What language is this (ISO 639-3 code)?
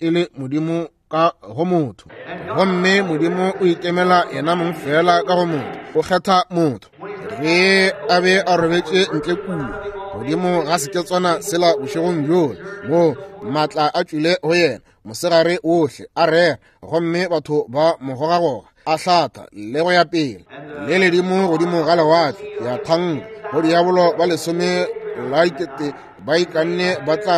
nso